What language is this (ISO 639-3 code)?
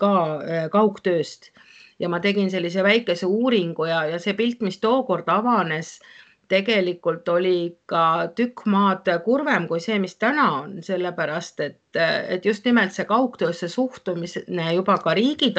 est